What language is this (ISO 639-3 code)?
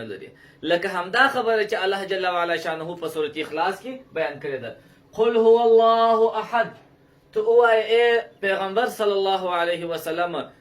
pus